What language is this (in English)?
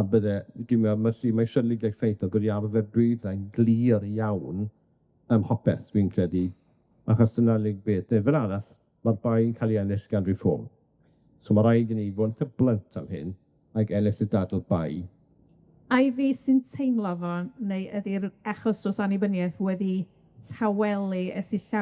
Welsh